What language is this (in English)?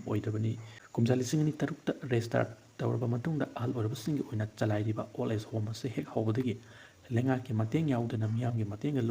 Manipuri